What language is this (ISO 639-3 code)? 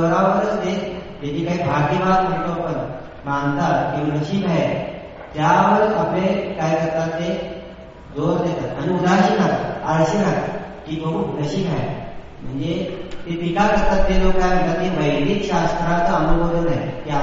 mar